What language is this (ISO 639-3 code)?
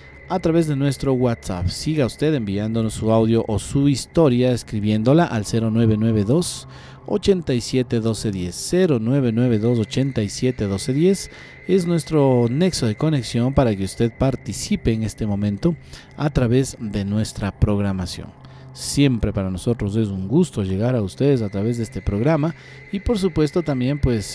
spa